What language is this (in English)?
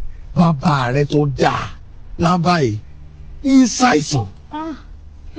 Yoruba